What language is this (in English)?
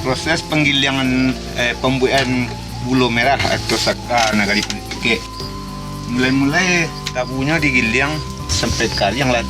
Minangkabau